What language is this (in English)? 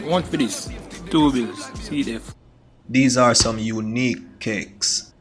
Jamaican Creole English